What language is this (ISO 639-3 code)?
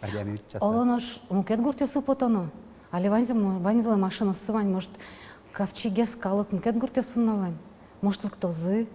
udm